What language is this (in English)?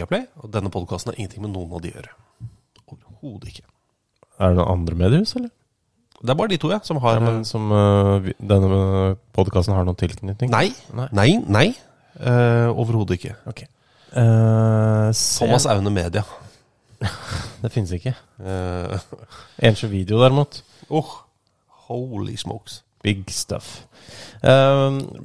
Norwegian